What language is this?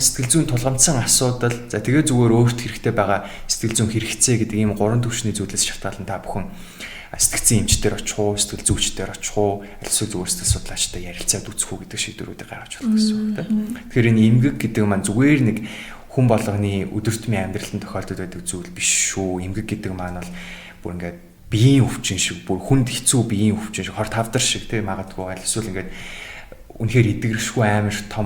Mongolian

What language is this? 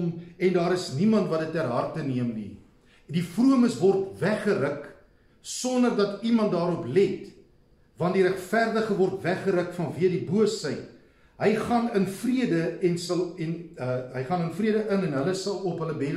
Afrikaans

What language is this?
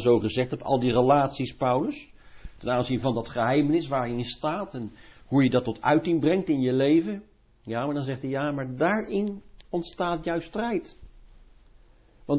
Dutch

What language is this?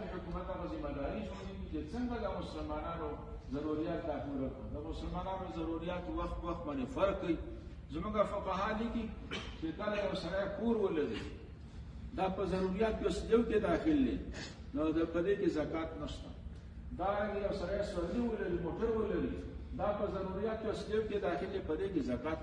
Pashto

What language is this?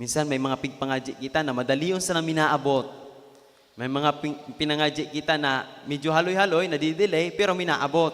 Bikol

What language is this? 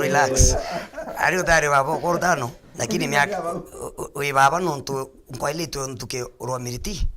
Meru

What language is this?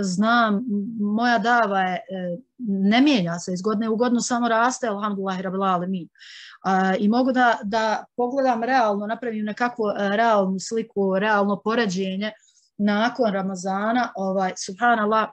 Bosnian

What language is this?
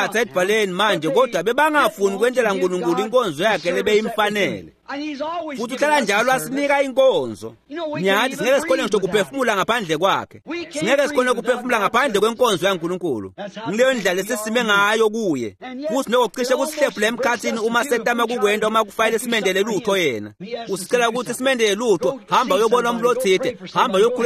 Swati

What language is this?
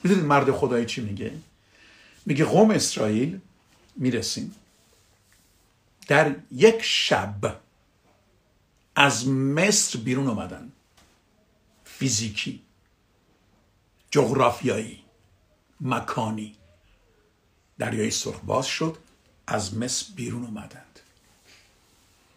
Persian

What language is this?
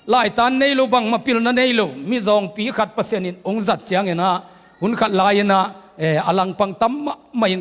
Tedim Chin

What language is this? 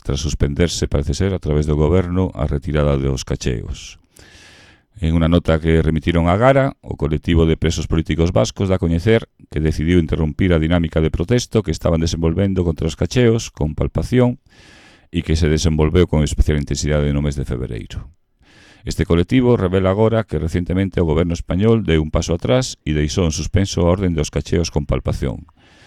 Galician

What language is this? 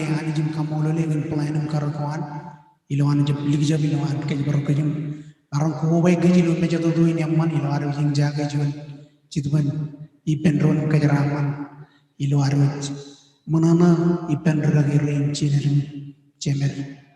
Marshallese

